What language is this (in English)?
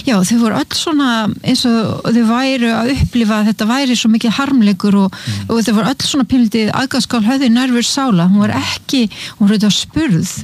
Icelandic